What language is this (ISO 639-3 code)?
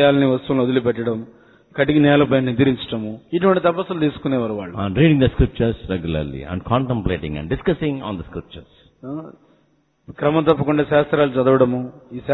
tel